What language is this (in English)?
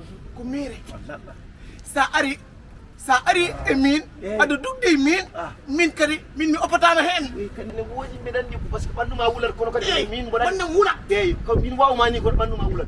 Fula